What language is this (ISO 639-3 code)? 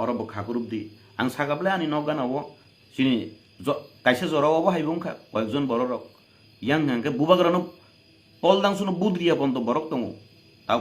trp